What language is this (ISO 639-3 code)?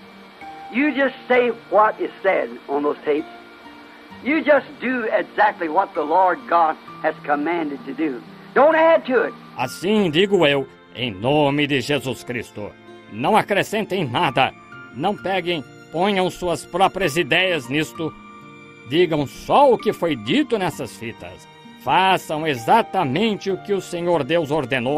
por